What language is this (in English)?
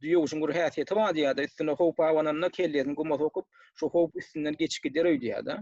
Turkmen